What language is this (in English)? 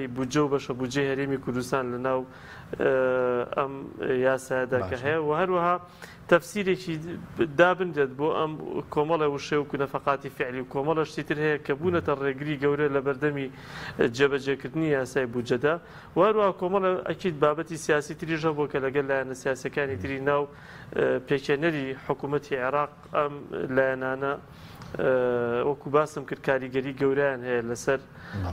Central Kurdish